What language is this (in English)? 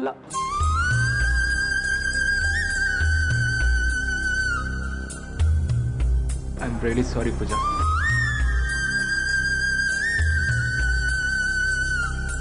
Kannada